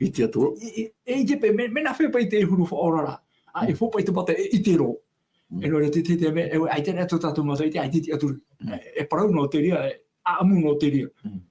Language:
Tahitian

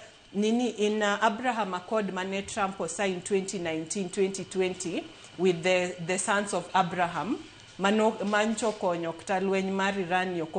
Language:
Luo (Kenya and Tanzania)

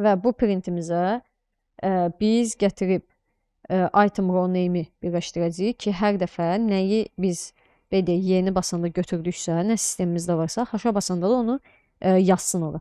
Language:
Azerbaijani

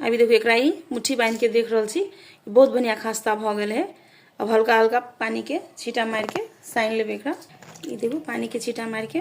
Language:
Maithili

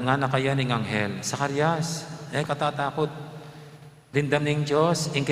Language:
Pampanga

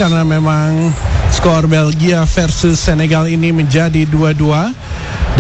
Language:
Indonesian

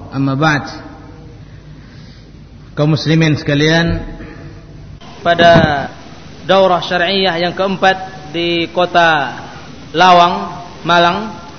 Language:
Indonesian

